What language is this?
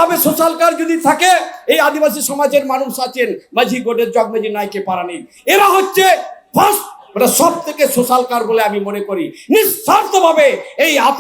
Santali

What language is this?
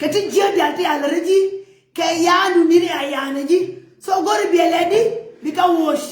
Nuer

